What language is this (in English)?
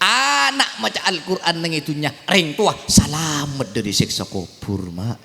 Madurese